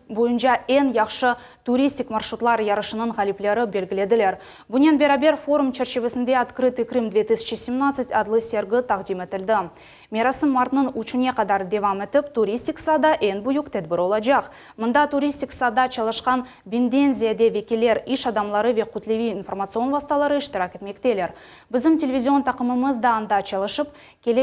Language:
Crimean Tatar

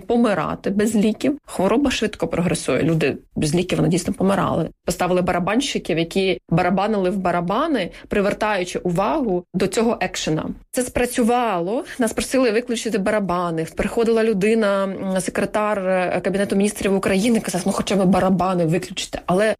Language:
Ukrainian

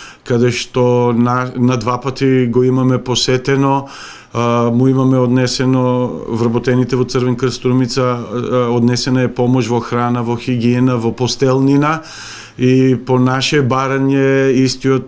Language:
Macedonian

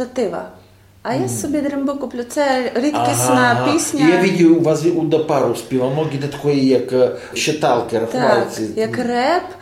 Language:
Rusyn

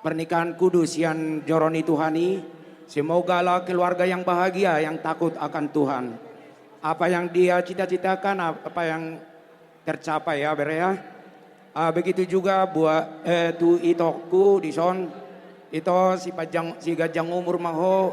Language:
Batak Toba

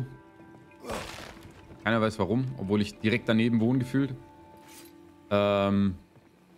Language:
German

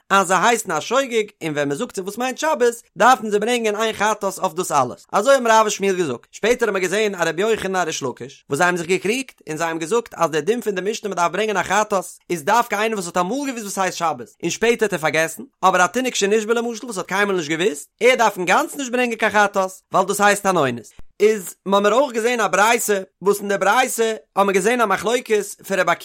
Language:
Yiddish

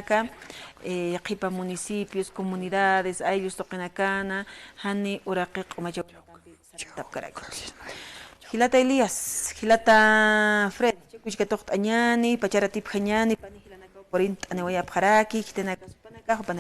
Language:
Aymara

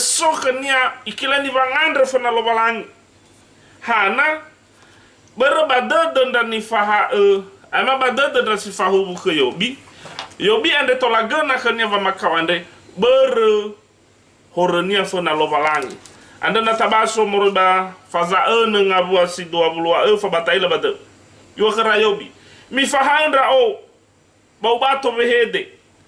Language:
Nias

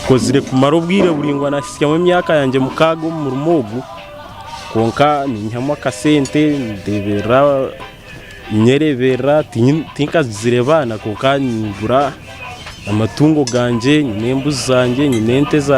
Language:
Tooro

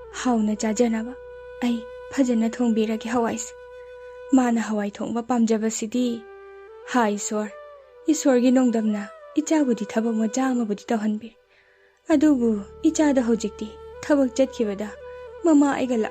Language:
Manipuri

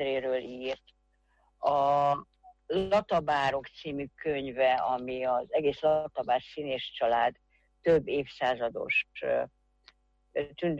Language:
Hungarian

